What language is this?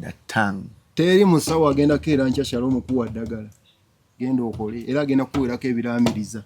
Ganda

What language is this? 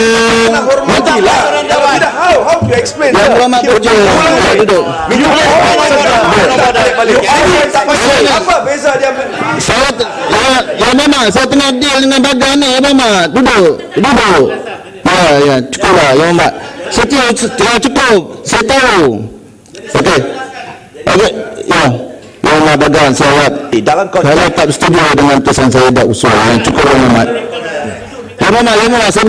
Malay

